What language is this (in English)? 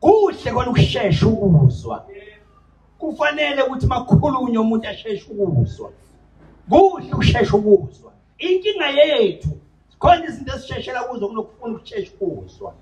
Zulu